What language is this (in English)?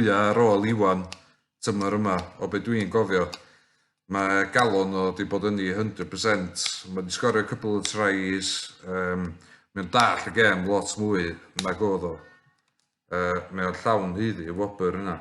Welsh